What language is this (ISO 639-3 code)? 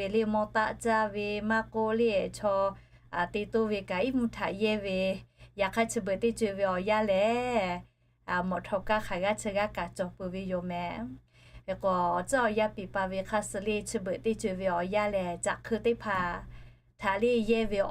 lhu